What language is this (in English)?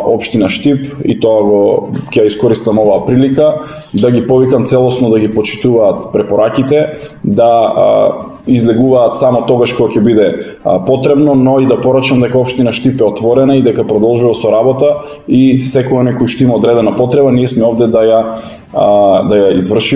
Macedonian